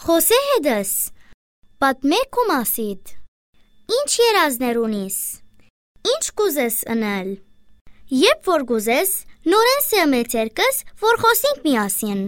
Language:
Armenian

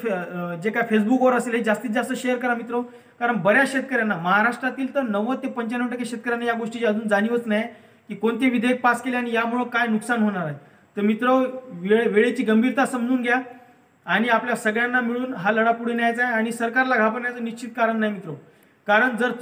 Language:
Marathi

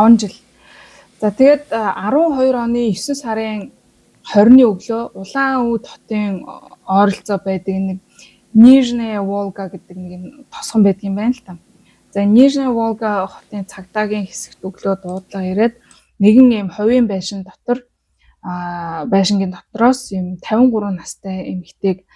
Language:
Mongolian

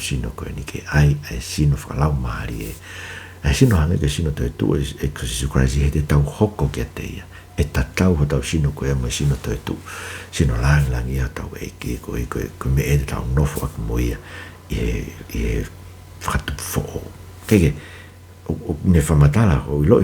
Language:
Tongan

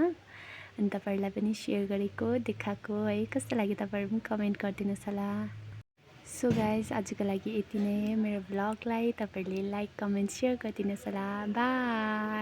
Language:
Nepali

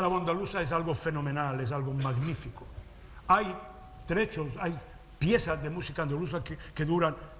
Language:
Ladino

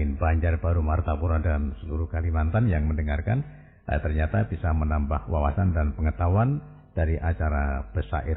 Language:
Banjar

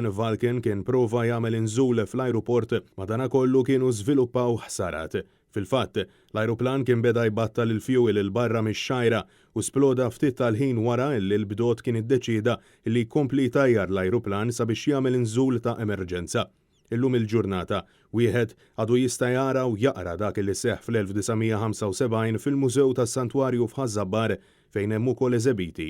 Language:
Maltese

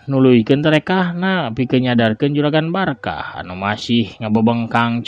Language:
Sundanese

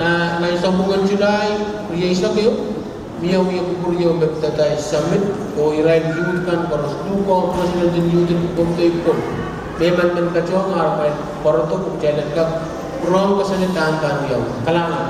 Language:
Pohnpeian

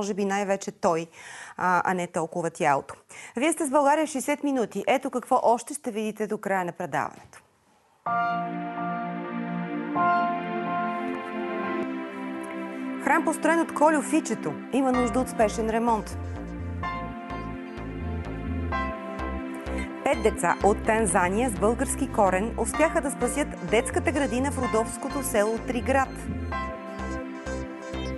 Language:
Bulgarian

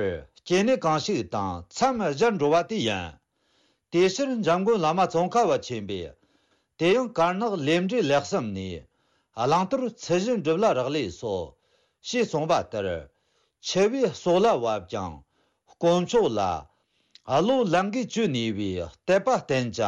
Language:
Tibetan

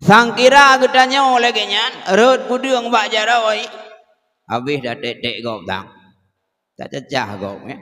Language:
Achinese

